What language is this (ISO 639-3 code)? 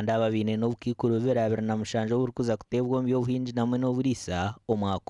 nyn